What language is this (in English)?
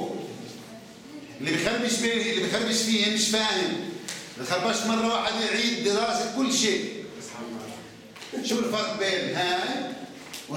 South Levantine Arabic